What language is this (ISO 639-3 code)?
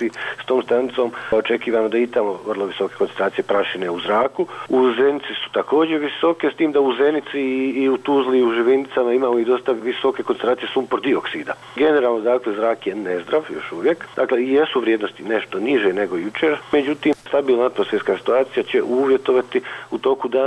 bos